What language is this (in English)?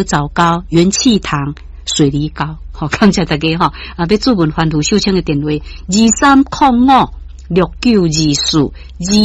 Min Nan Chinese